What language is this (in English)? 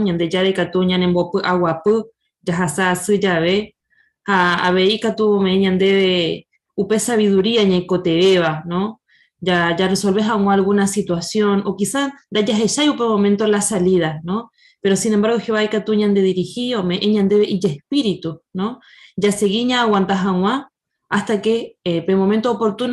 Guarani